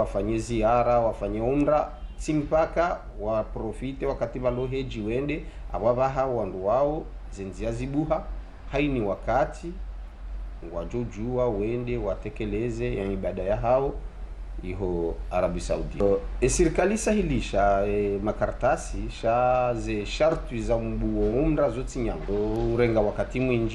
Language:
Ngazidja Comorian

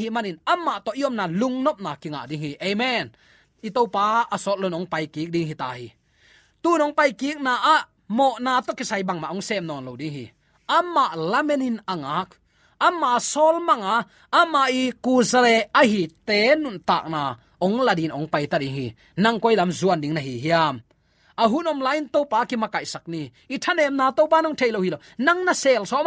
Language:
Tedim Chin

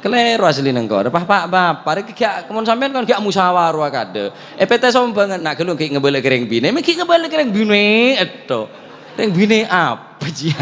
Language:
Madurese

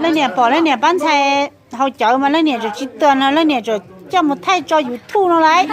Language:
Hmong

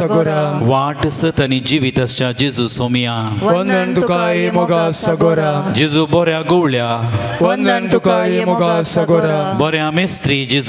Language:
Konkani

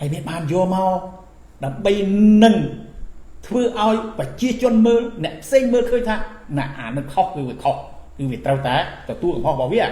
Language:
Khmer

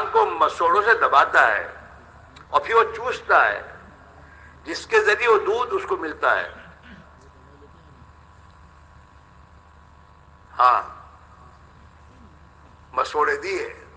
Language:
Urdu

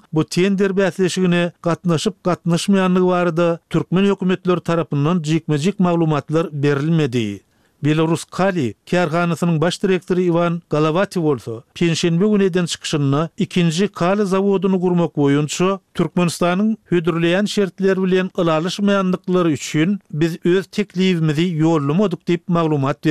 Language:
Turkmen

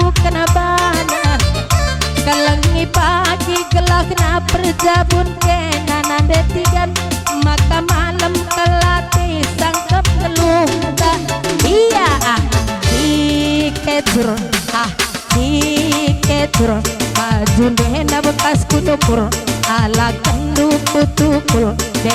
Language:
Batak Karo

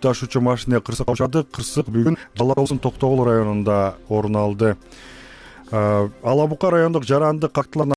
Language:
Kyrgyz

